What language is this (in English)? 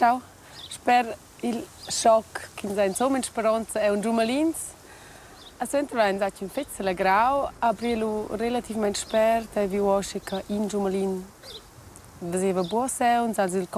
Romansh